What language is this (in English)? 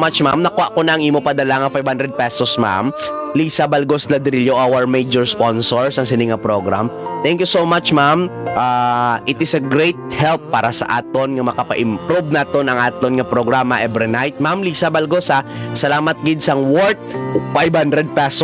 Hiligaynon